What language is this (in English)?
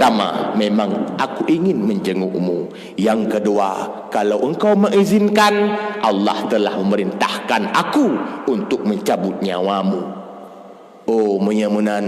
Achinese